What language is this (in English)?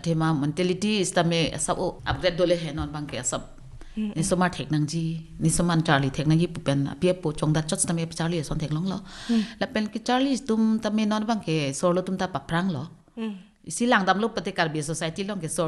Karbi